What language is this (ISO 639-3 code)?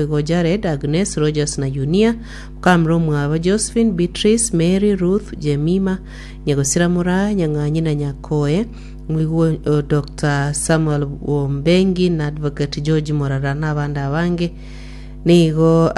guz